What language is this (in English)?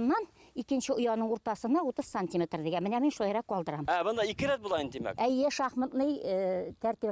Bashkir